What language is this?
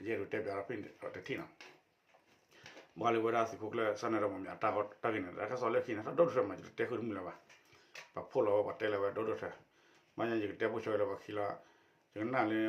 S'gaw Karen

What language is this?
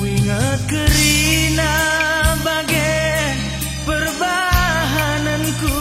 Batak Karo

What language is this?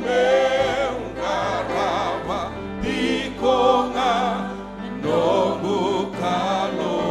Fijian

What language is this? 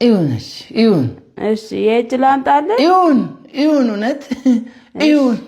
Amharic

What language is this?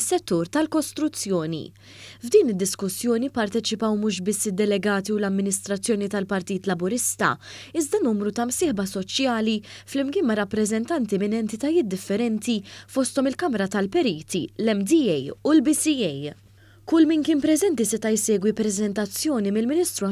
Maltese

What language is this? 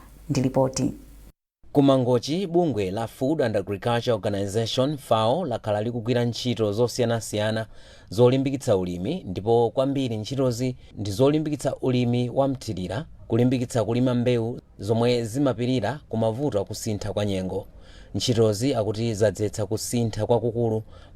Nyanja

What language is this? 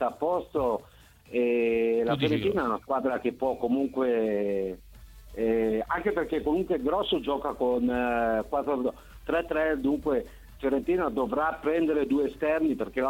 Italian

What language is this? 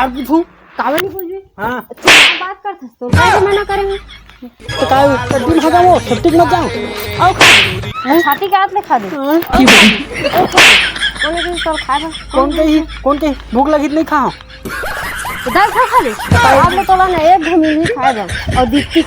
Chhattisgarhi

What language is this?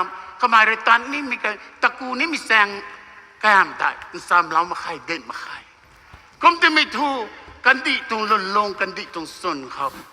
Rongmei Naga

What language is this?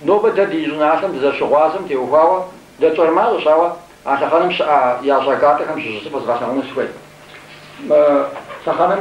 Kabardian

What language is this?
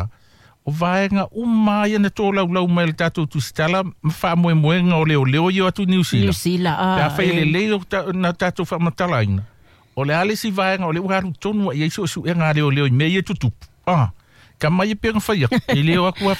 Samoan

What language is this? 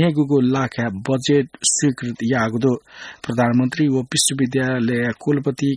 Newari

